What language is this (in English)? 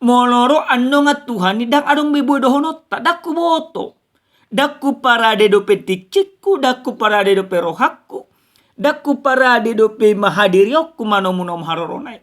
Batak Toba